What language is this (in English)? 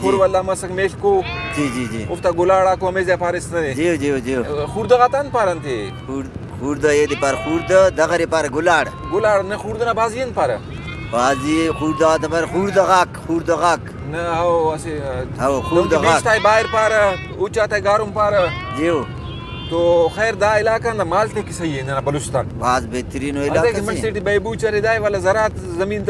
Brahui